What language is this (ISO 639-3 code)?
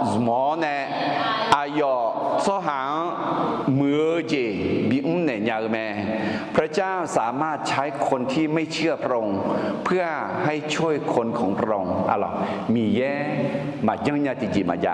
ahk